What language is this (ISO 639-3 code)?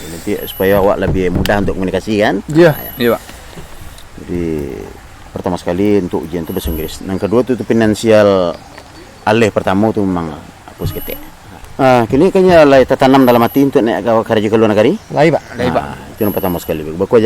min